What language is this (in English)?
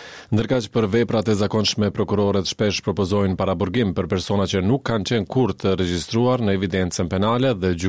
Albanian